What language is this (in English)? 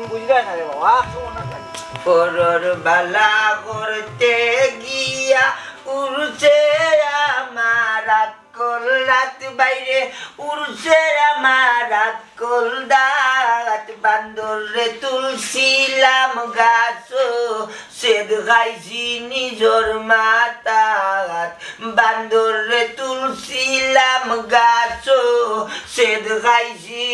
Sylheti